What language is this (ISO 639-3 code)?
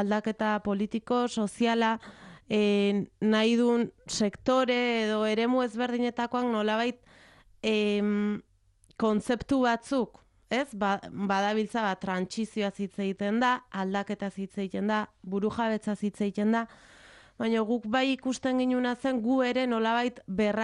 eus